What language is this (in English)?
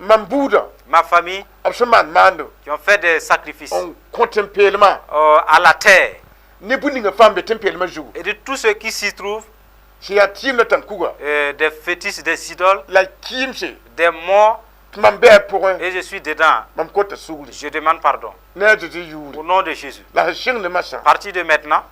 Mossi